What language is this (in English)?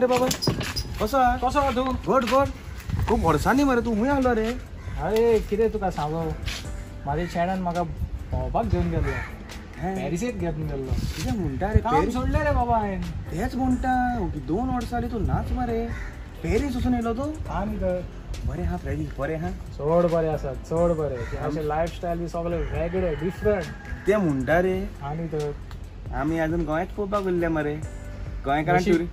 Konkani